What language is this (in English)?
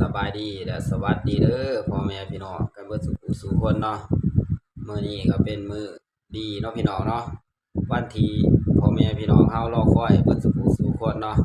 Northeastern Thai